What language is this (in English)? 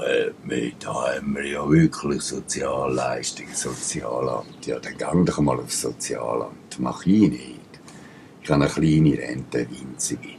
Swiss German